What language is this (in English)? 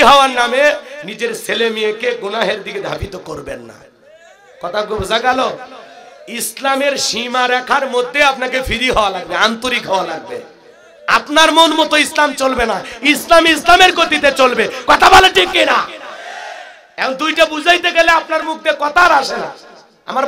Bangla